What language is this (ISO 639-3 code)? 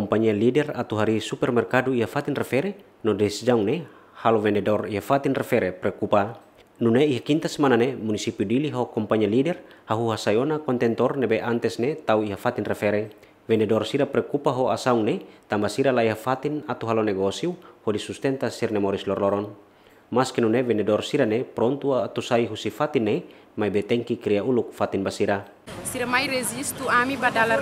tet